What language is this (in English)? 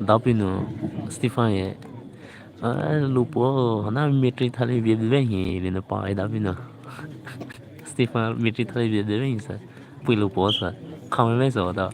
Poumei Naga